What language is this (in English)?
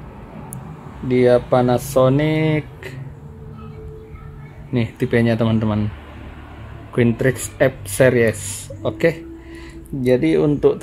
Indonesian